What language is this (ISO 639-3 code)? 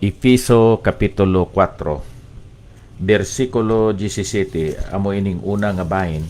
hil